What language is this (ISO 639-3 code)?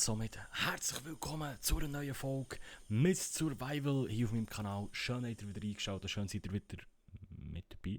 gsw